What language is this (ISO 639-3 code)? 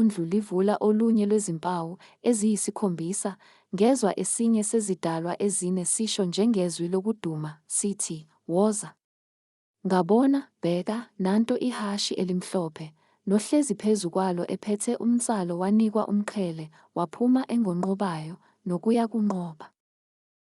zul